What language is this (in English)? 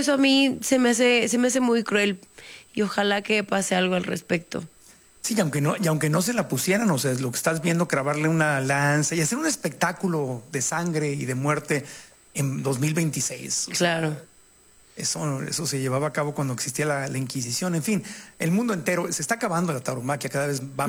Spanish